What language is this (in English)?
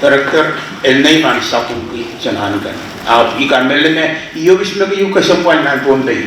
Pohnpeian